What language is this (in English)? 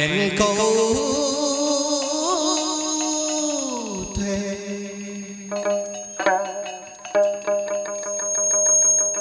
Vietnamese